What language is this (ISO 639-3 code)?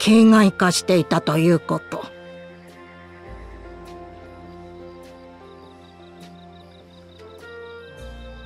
jpn